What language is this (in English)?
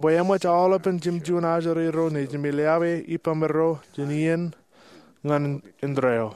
Marshallese